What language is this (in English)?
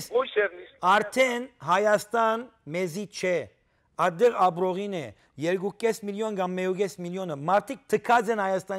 Western Armenian